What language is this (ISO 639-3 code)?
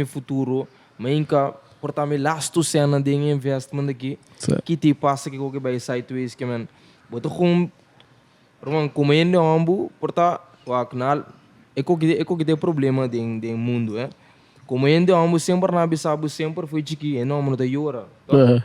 pap